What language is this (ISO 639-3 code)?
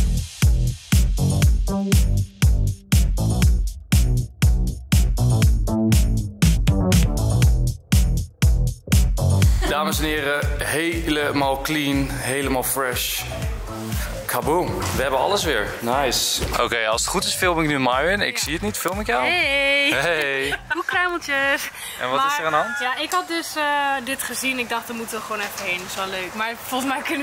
nld